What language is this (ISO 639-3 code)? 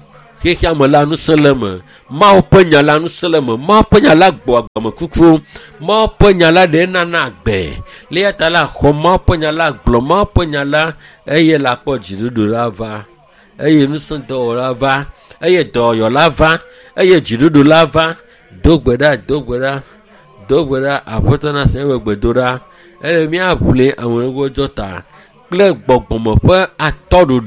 ewe